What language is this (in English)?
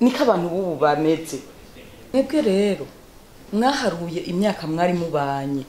Rundi